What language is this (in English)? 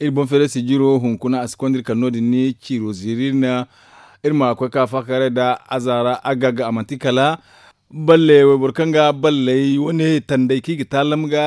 Zarma